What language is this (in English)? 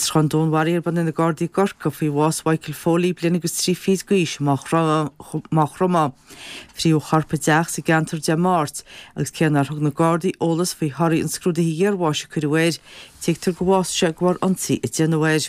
Irish